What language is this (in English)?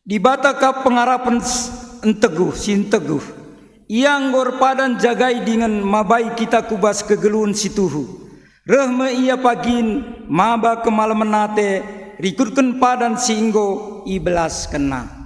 Batak Karo